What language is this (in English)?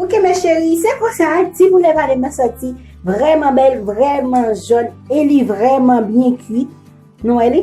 Haitian Creole